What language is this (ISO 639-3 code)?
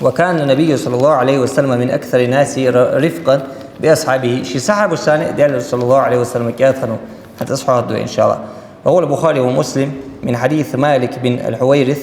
inh